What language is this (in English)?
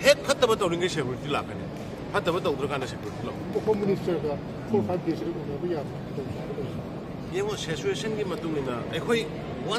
Manipuri